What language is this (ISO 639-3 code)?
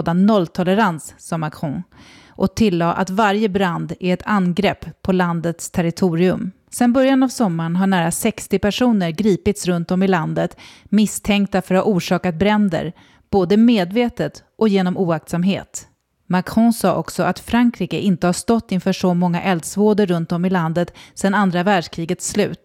swe